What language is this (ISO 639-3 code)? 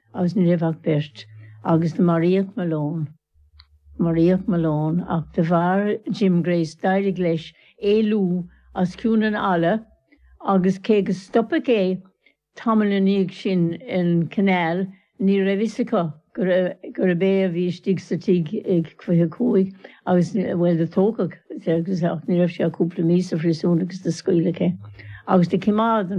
gle